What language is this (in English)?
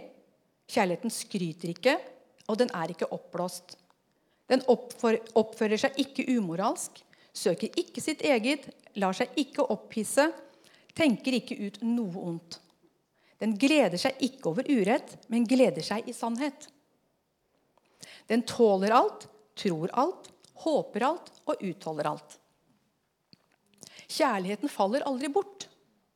Norwegian